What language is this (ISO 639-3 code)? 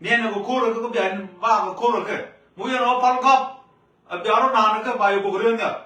nus